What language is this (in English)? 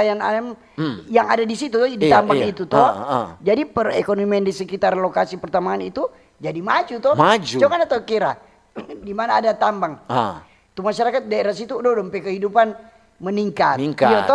Manado Malay